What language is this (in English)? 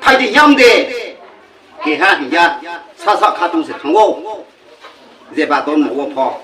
Riang (India)